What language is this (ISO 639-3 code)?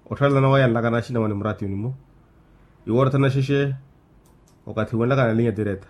vmw